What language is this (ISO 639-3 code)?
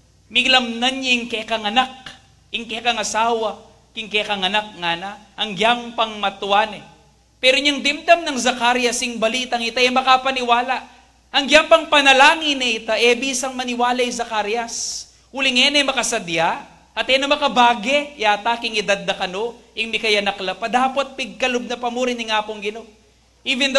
pam